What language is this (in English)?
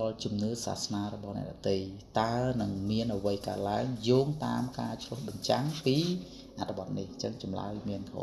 Khmer